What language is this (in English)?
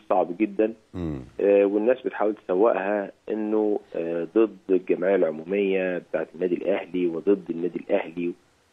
Egyptian Arabic